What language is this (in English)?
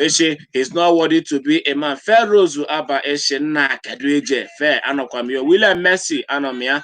Igbo